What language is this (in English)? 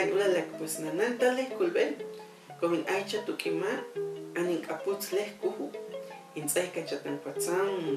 Huastec